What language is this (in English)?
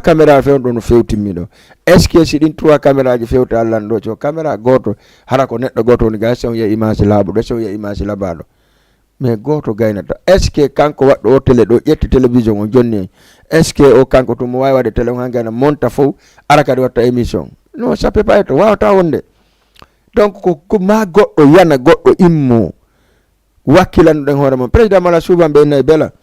Fula